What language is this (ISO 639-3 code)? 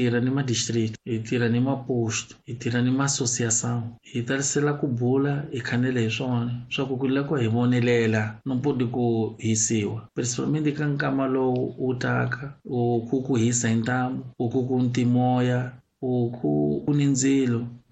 tso